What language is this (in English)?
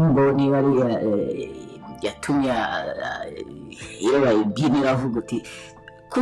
Kinyarwanda